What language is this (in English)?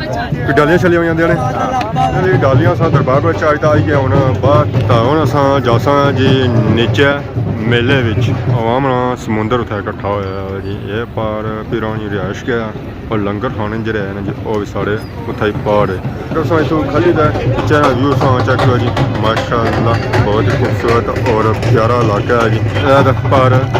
Pahari-Potwari